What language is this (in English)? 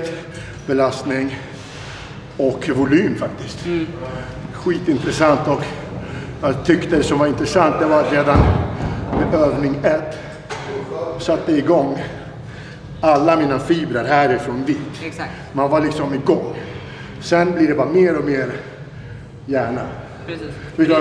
Swedish